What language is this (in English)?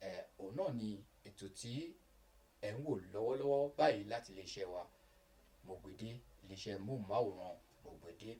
Yoruba